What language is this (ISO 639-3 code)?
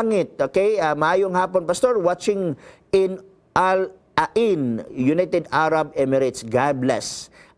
ceb